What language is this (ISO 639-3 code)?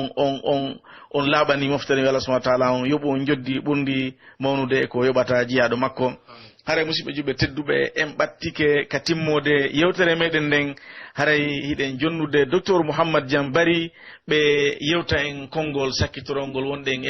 fuf